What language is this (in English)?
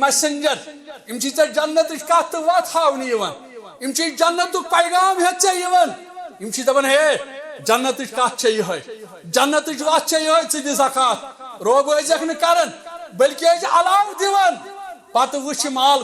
Kashmiri